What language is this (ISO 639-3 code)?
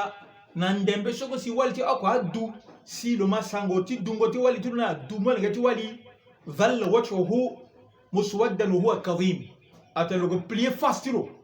sag